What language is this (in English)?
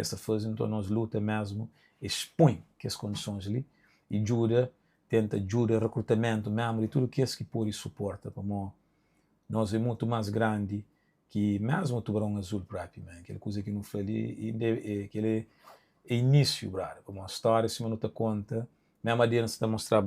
Kabuverdianu